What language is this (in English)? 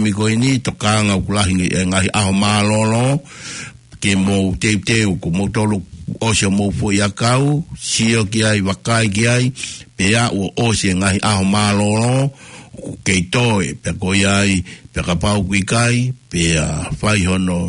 Tongan